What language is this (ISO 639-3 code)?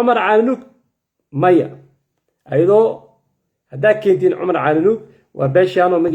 som